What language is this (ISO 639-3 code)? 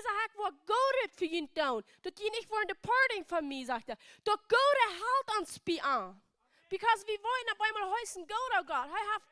pdt